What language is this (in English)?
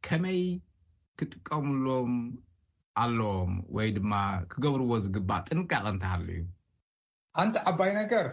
Tigrinya